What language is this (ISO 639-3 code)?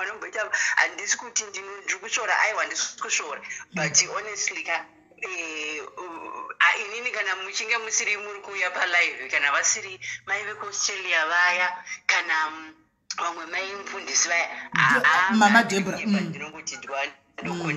sna